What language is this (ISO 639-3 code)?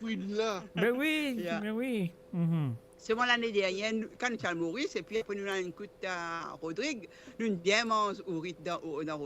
mfe